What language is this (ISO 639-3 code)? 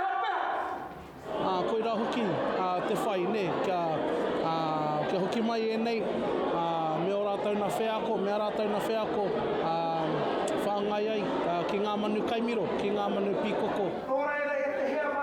mri